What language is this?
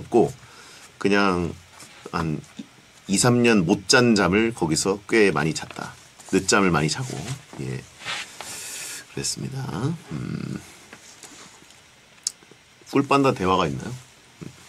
Korean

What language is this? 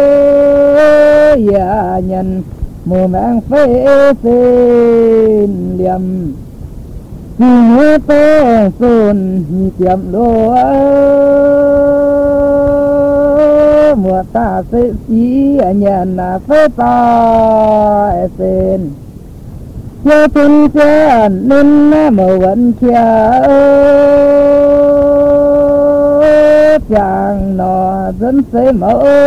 Vietnamese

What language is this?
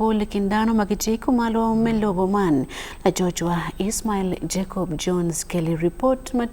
Acoli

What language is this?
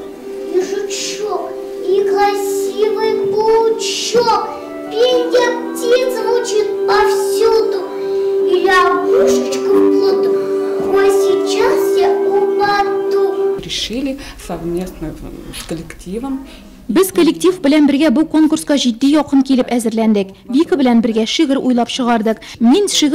Tatar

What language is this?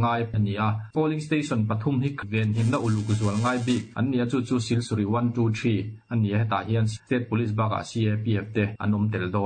Mizo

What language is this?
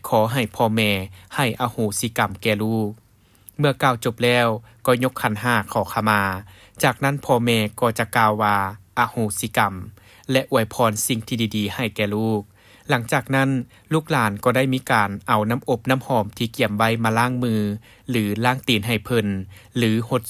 Lao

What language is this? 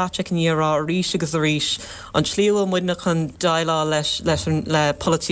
Irish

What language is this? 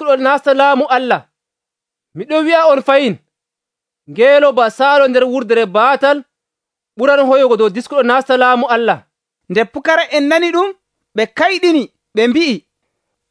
Nigerian Fulfulde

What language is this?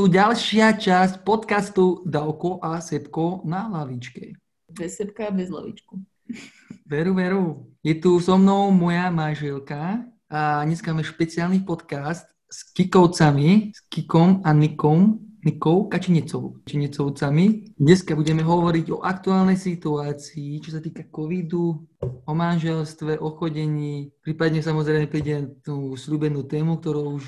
Slovak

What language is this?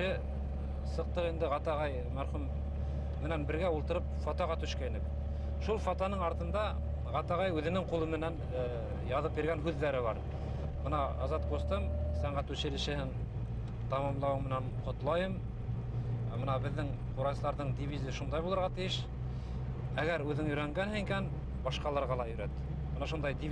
Bashkir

